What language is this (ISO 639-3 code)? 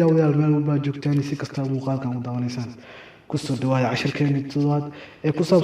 som